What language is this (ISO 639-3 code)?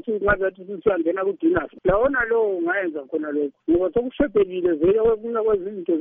nde